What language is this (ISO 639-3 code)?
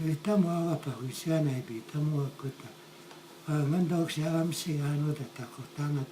crk